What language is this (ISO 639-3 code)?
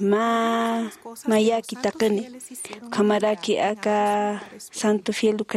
aym